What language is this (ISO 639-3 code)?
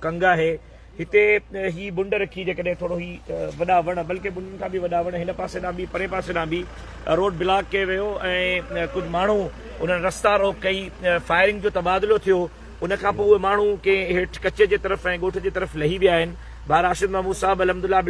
snd